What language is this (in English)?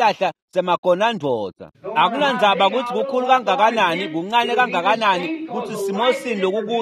Swati